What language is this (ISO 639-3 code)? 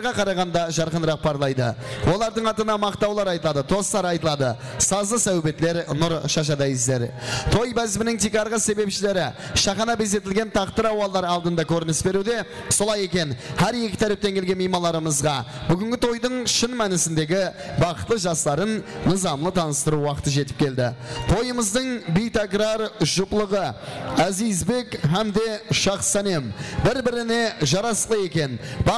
kaa